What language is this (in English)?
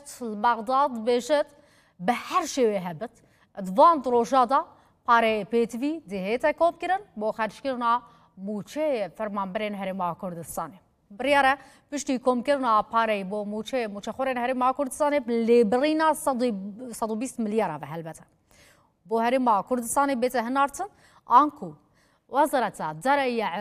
Kurdish